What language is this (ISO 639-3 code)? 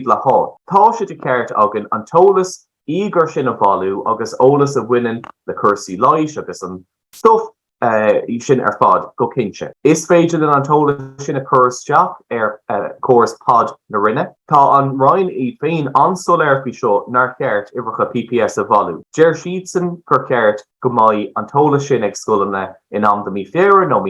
gle